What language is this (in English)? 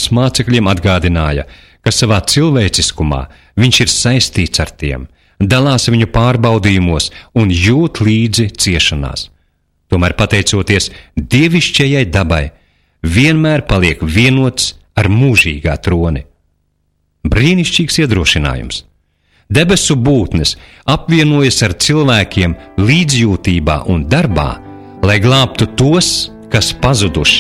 Latvian